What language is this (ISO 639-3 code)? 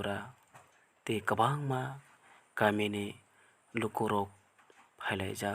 trp